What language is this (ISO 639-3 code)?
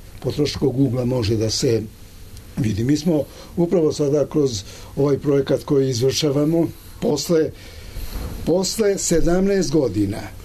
srp